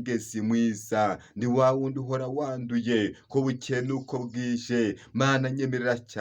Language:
Kinyarwanda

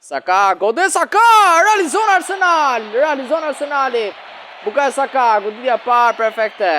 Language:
Albanian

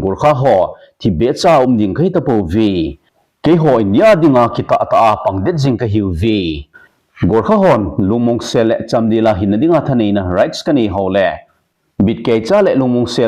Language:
Thado Chin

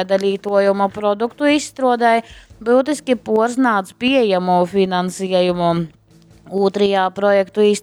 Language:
Latgalian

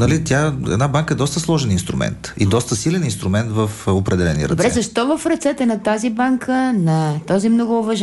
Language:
Bulgarian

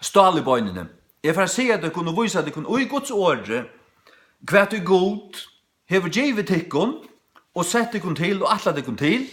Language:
Faroese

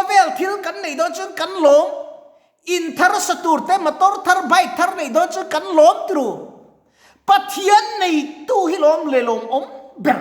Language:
Mizo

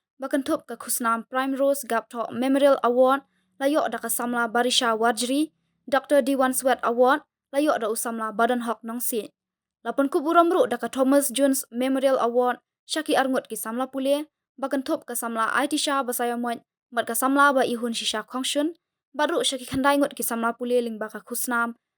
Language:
Khasi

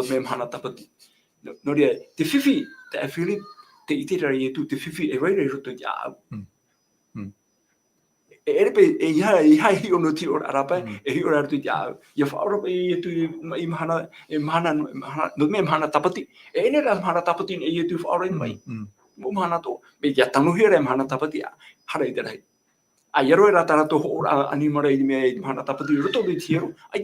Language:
Tahitian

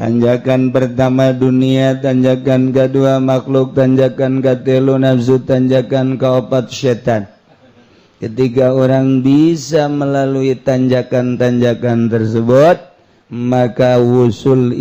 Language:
Sundanese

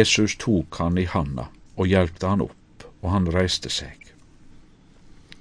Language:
Norwegian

